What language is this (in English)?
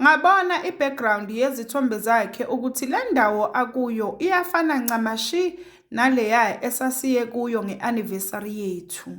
Zulu